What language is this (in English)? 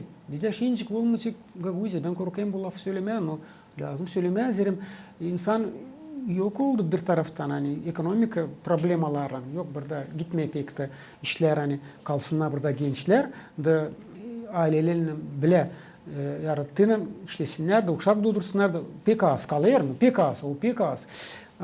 Gagauz